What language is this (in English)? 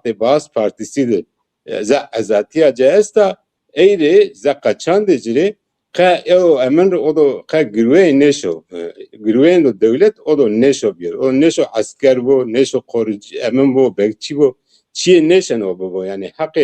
Zaza